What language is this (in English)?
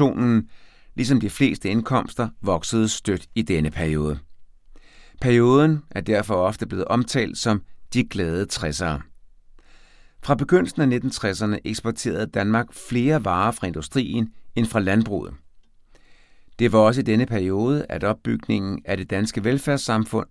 Danish